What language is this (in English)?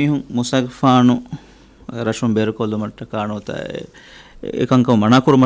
Divehi